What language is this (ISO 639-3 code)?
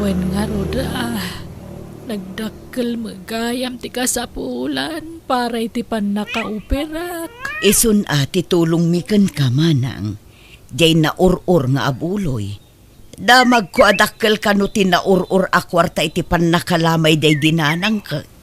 ilo